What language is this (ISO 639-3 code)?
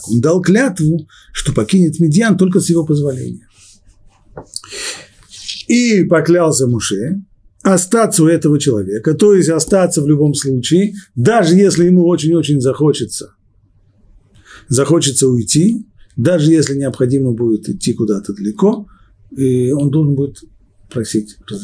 rus